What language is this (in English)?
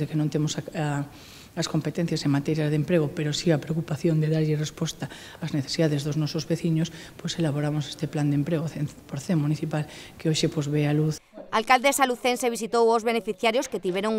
Galician